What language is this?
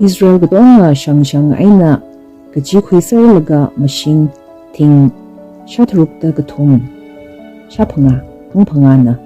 Tangkhul Naga (India)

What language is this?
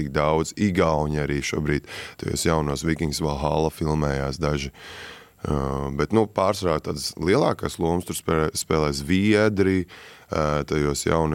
Latvian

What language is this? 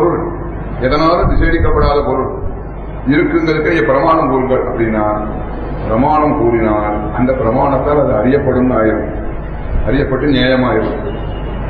Tamil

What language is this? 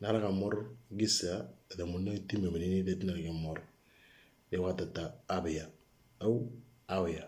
Moro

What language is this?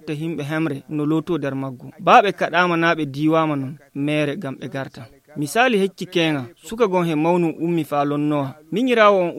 Nigerian Fulfulde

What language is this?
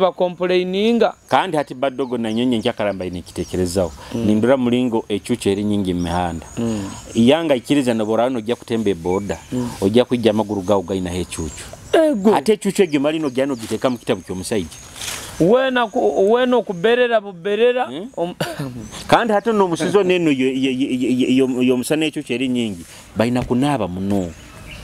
Nyoro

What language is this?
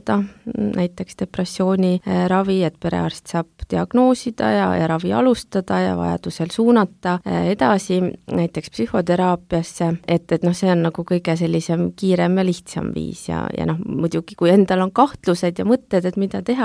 Estonian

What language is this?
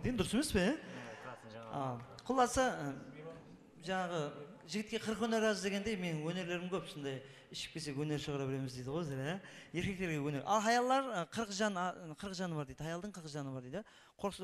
Kara-Kalpak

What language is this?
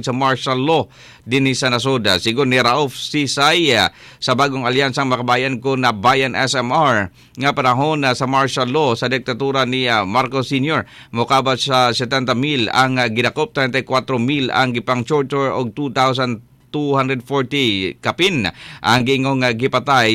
Cebuano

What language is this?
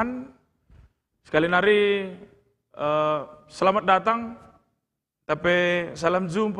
Batak Karo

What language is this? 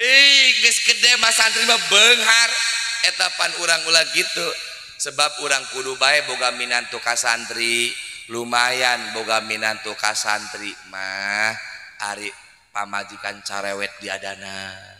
Sundanese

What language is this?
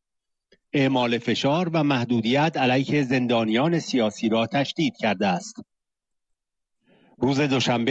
Persian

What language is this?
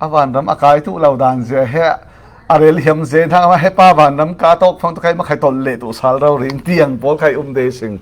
Falam Chin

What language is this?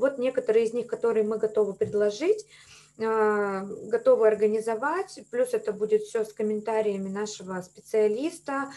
Russian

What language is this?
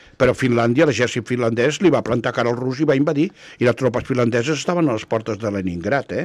Catalan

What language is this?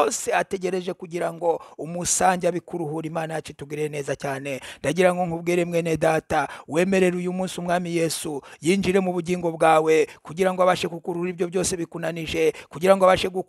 Kinyarwanda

